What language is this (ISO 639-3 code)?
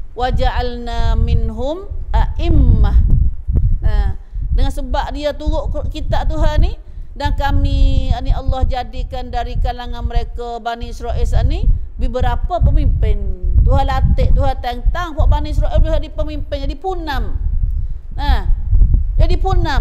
msa